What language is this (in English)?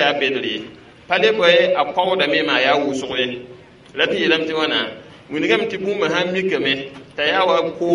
Mossi